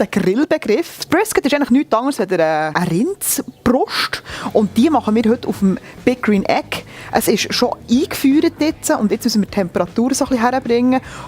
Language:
Swiss German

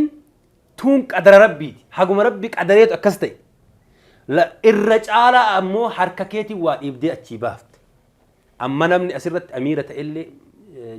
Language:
Oromo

